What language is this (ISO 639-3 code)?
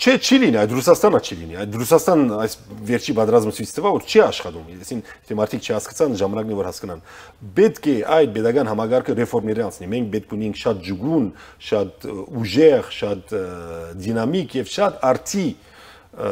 hye